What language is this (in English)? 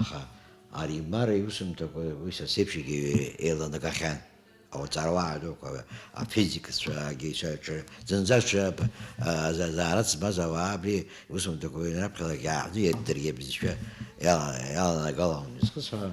Abkhazian